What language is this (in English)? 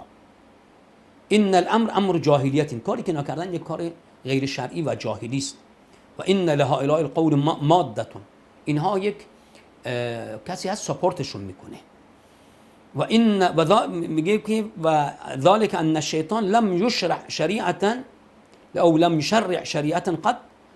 Persian